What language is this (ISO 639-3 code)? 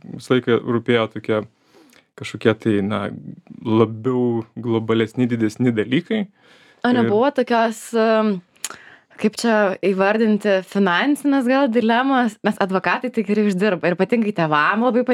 lit